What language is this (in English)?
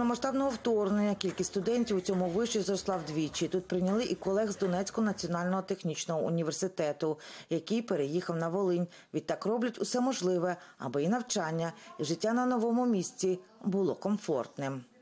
Ukrainian